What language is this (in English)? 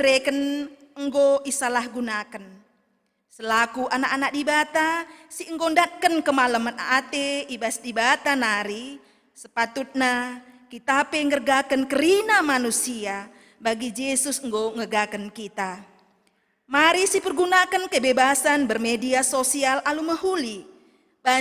Batak Karo